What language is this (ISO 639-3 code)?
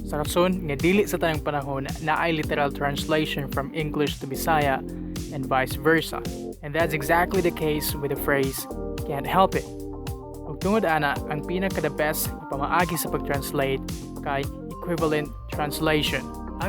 ceb